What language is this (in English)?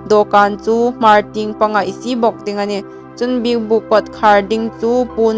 Hmar